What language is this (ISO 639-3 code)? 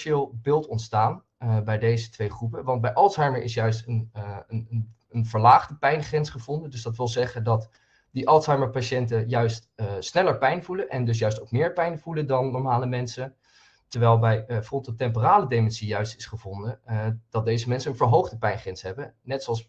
nld